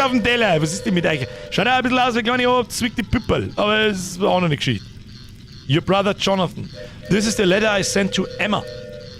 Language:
Bavarian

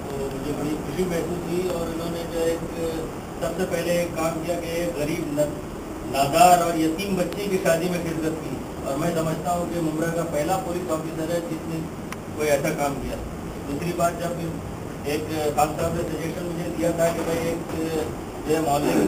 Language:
Urdu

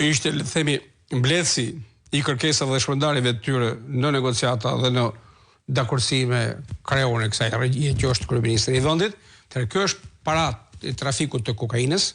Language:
Albanian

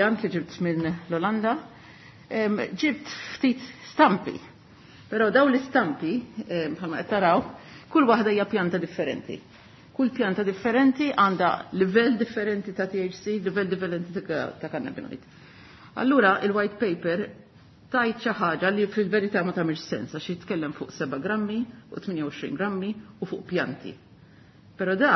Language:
Maltese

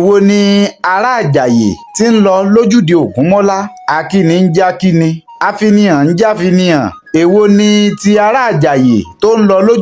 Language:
Yoruba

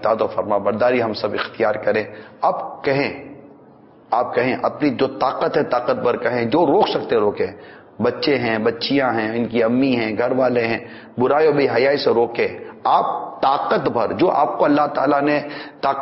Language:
Urdu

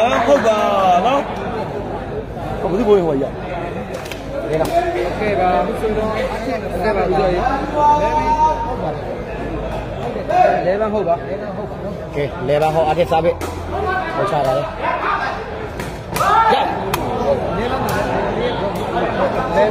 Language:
Burmese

